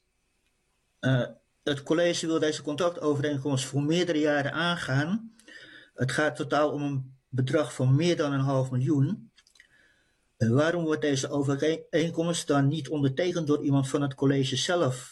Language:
Dutch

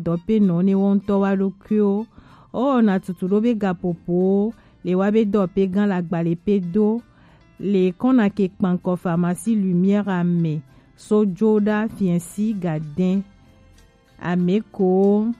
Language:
Gen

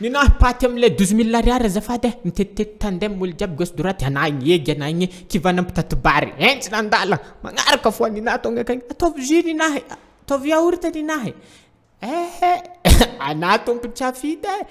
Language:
Malagasy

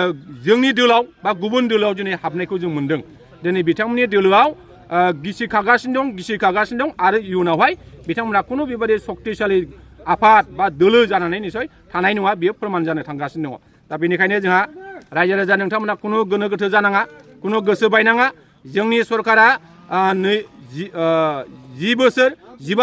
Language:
Bodo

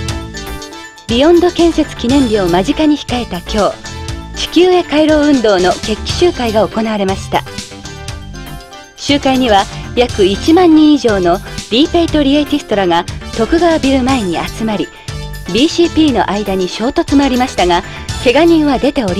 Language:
Japanese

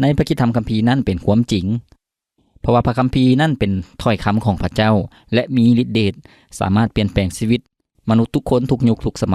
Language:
Lao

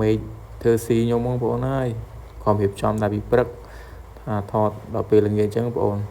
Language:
Khmer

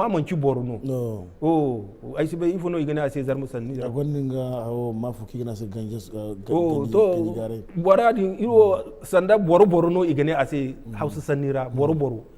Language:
Zarma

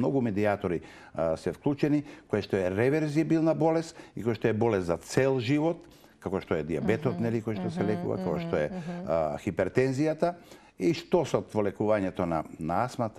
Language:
Macedonian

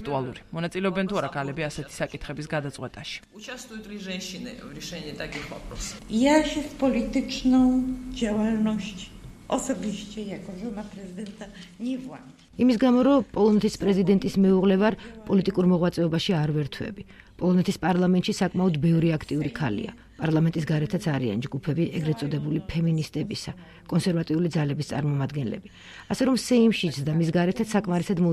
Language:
Georgian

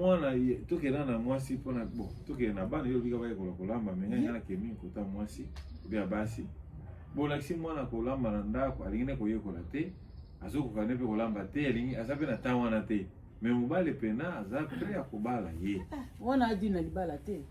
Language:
Lingala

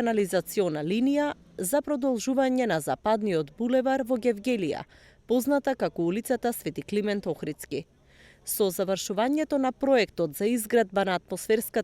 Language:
Macedonian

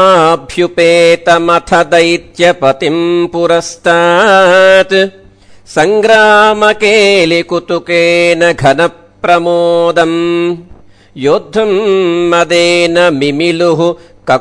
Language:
Sanskrit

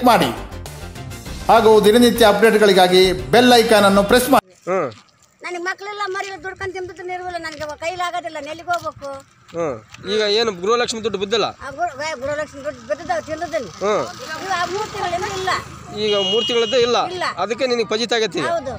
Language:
Kannada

